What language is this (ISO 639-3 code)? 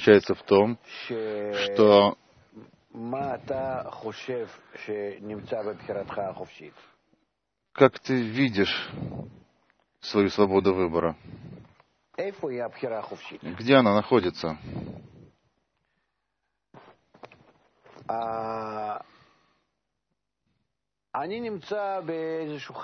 rus